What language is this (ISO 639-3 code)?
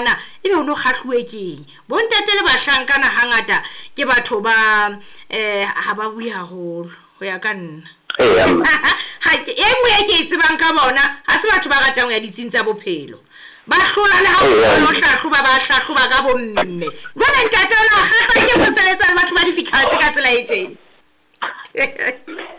sot